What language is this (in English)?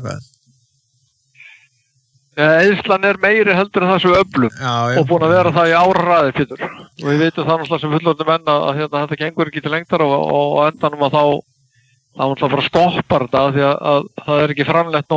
Icelandic